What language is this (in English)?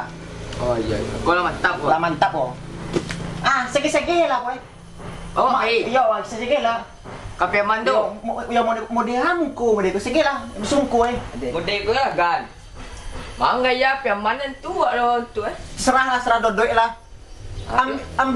Minangkabau